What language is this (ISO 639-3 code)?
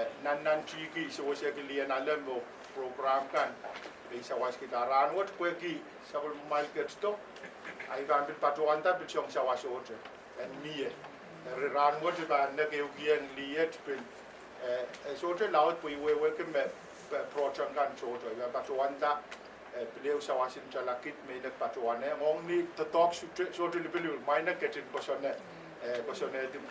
pon